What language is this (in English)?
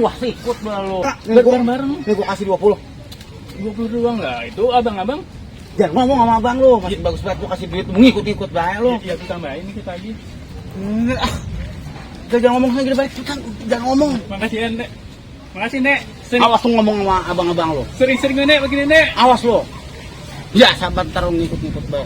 Betawi